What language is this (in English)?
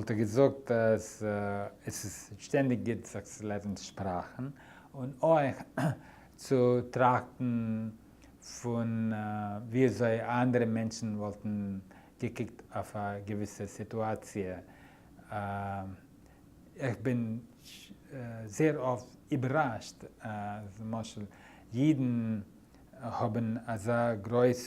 Yiddish